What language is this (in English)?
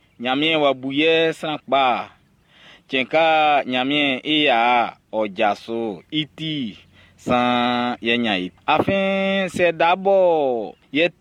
Baoulé